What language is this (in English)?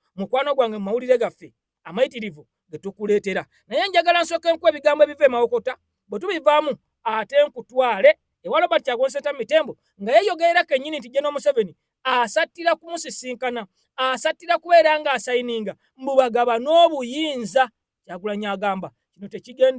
Ganda